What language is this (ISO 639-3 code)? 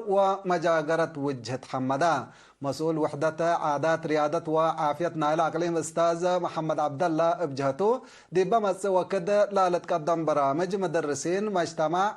tig